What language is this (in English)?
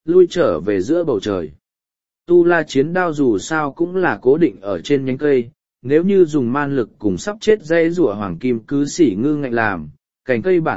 Vietnamese